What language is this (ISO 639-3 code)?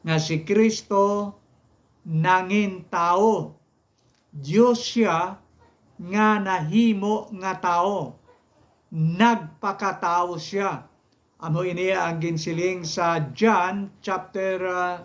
hil